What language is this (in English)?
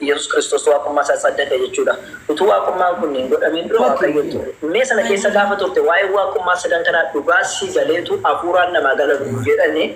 Oromo